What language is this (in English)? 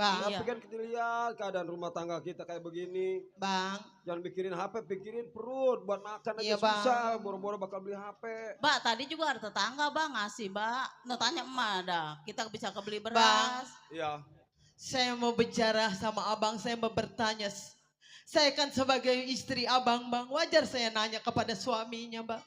Betawi